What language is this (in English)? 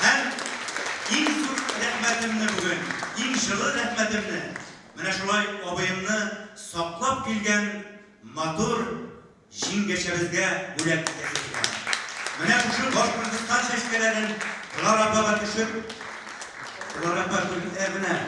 Tatar